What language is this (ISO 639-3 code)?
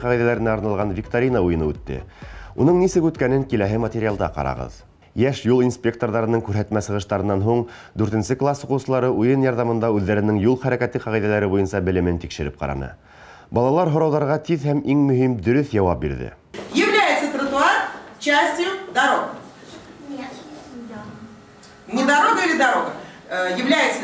bak